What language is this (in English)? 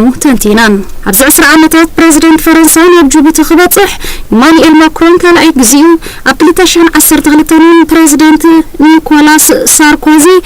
Tigrinya